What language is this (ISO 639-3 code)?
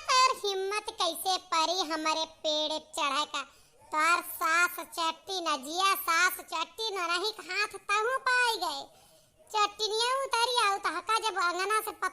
awa